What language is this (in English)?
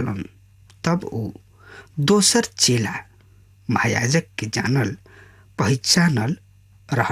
Bhojpuri